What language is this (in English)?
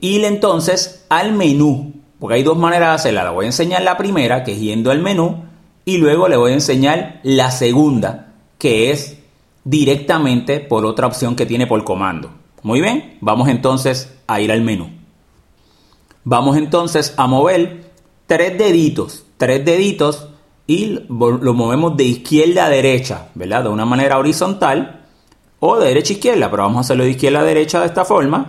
Spanish